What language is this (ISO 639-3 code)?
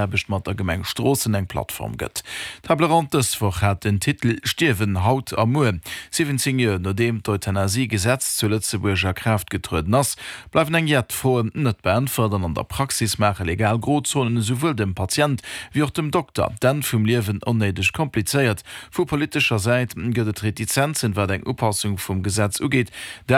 ltz